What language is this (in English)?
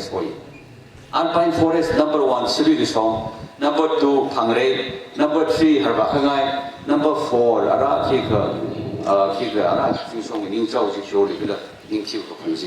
Tangkhul Naga (India)